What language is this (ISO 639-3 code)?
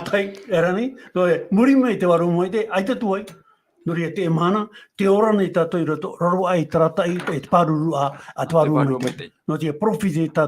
tah